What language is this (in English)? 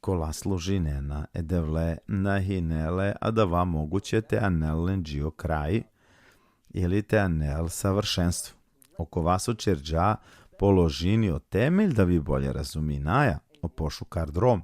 Balkan Romani